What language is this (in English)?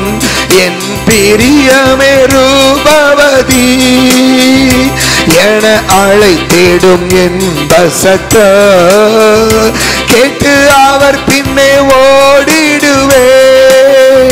Tamil